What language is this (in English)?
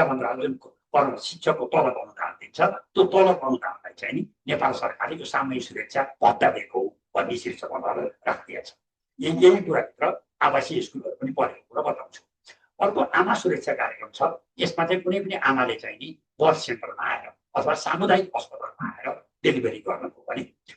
Nepali